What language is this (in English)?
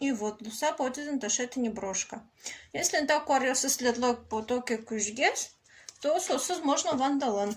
Udmurt